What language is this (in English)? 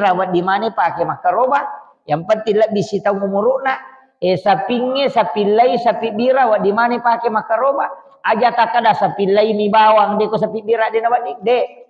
Buginese